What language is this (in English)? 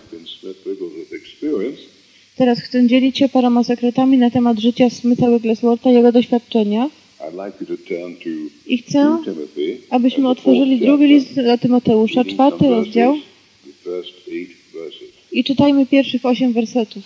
Polish